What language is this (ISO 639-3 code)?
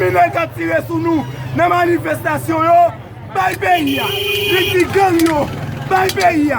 hat